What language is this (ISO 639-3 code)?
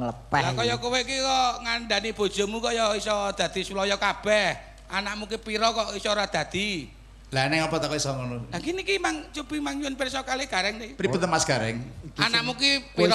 jav